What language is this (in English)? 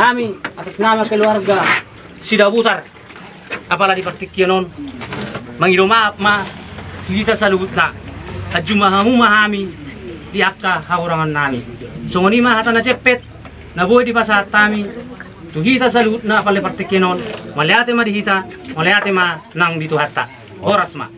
Batak Toba